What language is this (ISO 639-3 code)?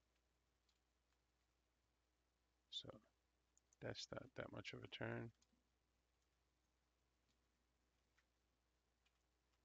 eng